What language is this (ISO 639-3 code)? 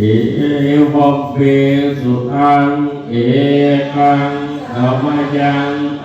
pli